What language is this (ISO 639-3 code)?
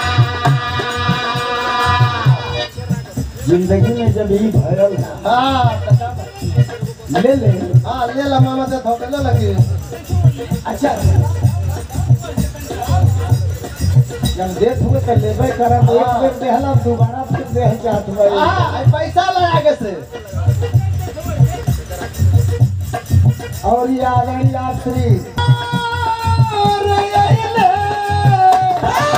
bho